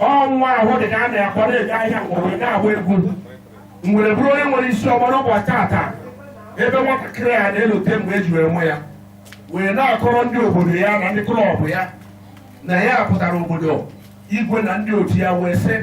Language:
Igbo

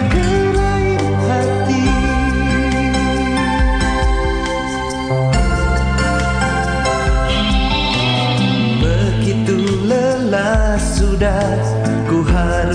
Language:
Indonesian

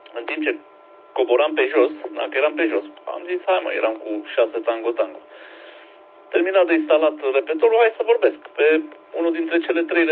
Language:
Romanian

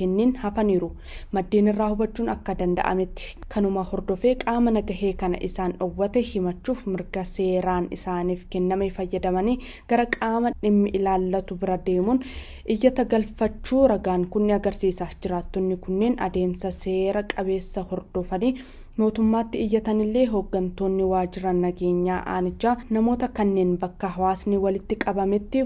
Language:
Oromo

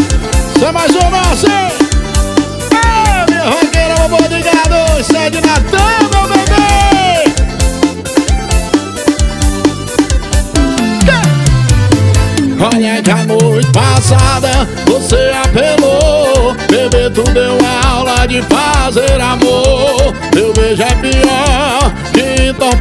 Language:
Portuguese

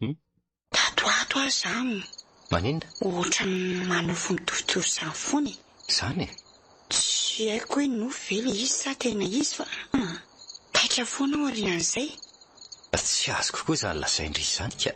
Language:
Malagasy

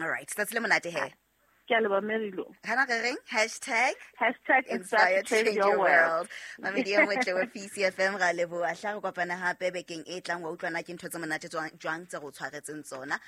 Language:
Southern Sotho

